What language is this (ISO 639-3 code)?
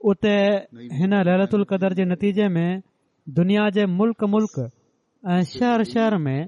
snd